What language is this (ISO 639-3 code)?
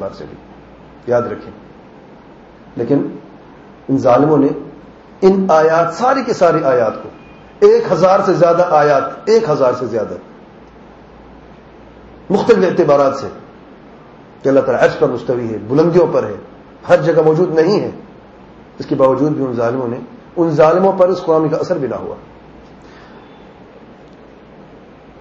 urd